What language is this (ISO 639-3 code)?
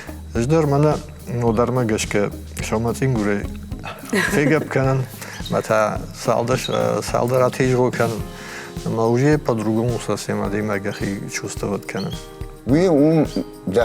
oss